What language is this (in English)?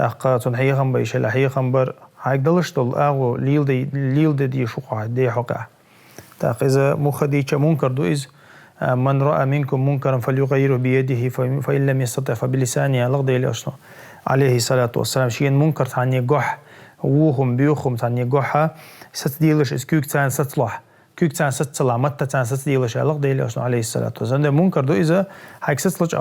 Chechen